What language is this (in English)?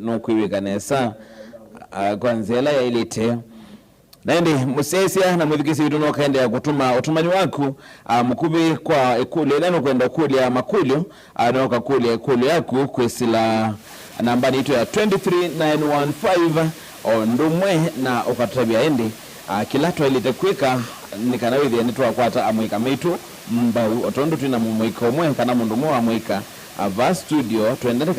Kamba